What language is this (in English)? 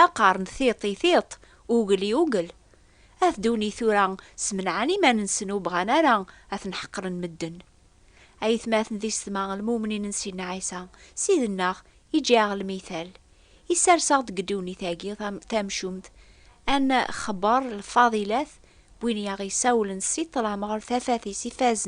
Kabyle